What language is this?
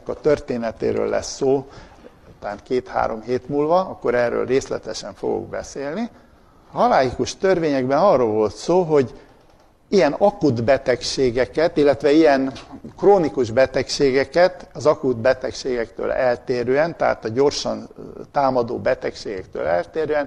Hungarian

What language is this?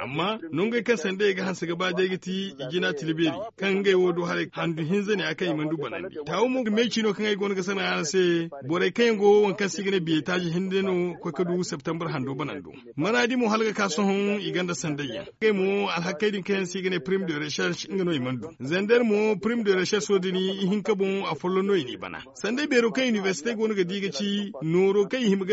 Zarma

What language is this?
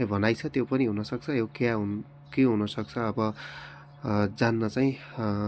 Nepali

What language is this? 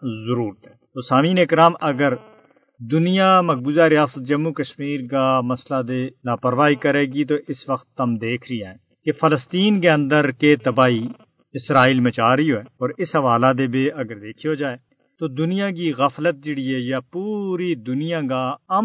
Gujari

